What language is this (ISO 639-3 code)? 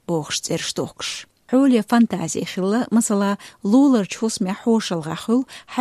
che